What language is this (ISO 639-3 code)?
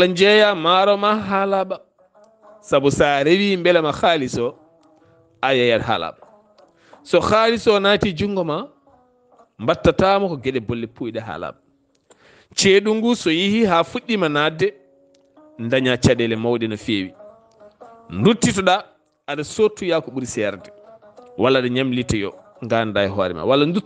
ful